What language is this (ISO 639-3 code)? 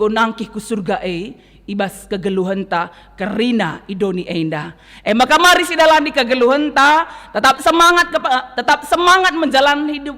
btx